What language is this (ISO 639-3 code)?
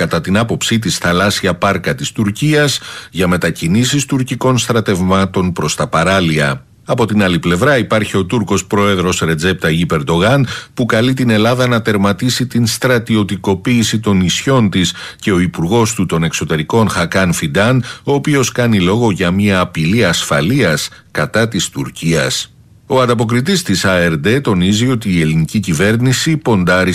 ell